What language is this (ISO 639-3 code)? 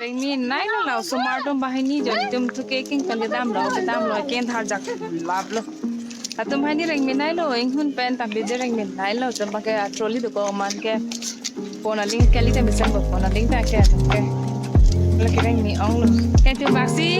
mjw